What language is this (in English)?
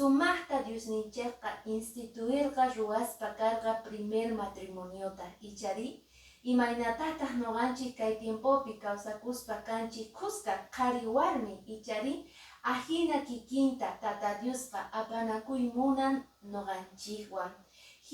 Quechua